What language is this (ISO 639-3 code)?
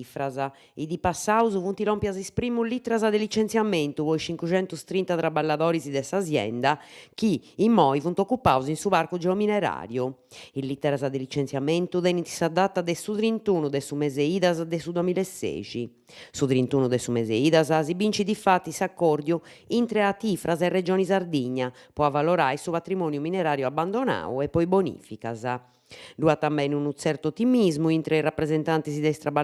srd